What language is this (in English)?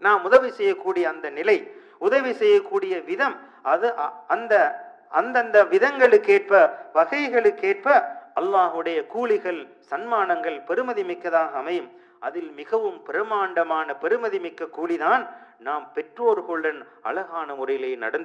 Tamil